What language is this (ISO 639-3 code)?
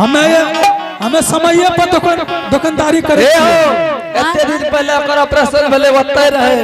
anp